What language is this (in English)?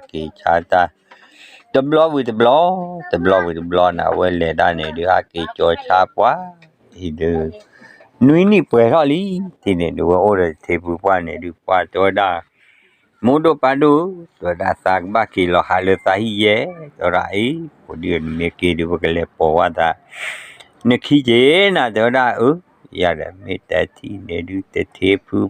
S'gaw Karen